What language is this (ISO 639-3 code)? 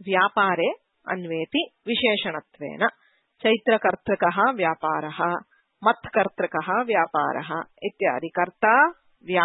san